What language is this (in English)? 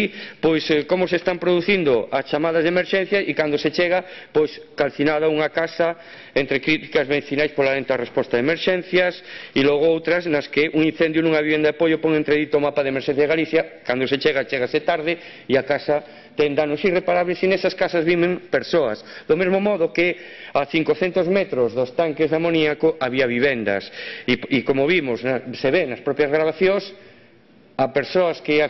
Galician